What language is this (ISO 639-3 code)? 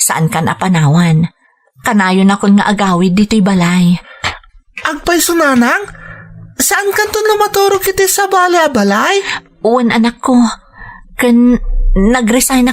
ilo